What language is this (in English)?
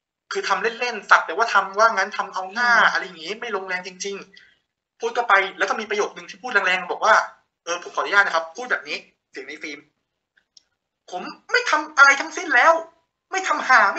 Thai